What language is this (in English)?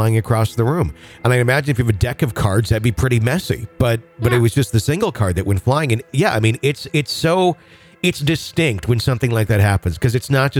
English